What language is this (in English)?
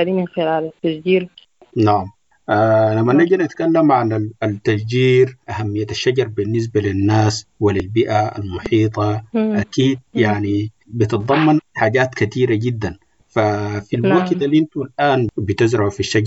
Sudanese Arabic